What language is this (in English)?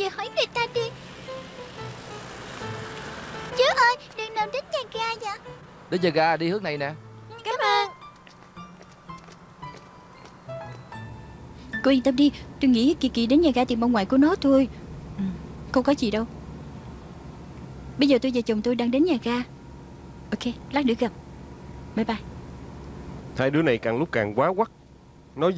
Vietnamese